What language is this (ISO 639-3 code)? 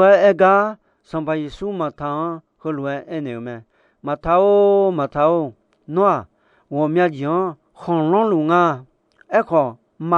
ahk